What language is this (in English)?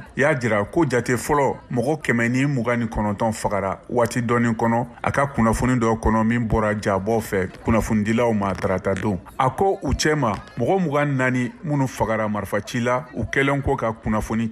Bambara